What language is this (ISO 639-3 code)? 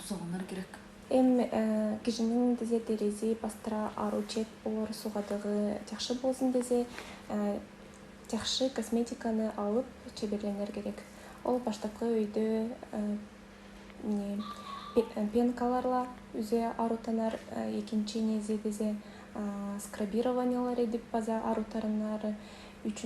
alt